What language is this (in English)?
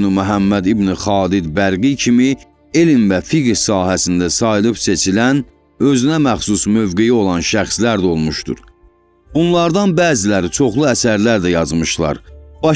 Azerbaijani